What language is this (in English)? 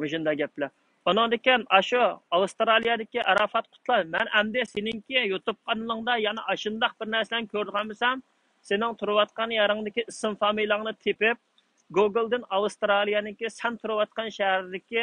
Uyghur